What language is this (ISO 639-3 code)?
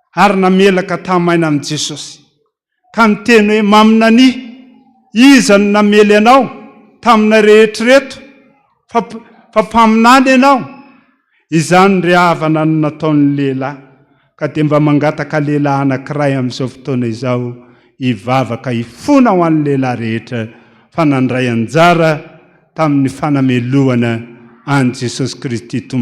mlg